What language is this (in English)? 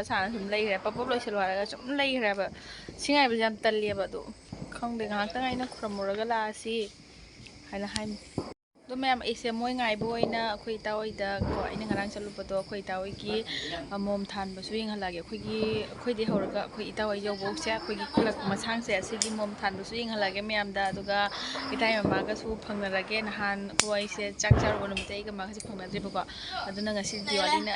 Manipuri